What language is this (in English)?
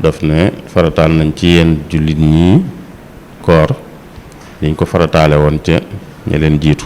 Wolof